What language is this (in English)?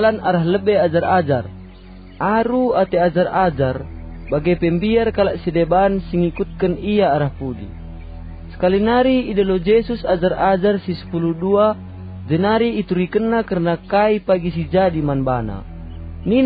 Batak Karo